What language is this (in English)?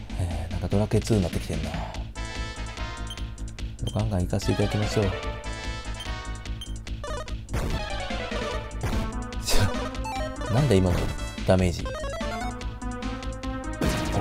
Japanese